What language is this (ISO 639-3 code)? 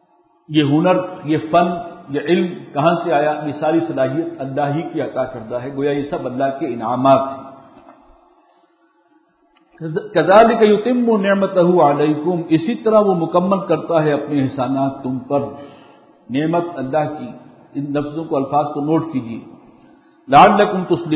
urd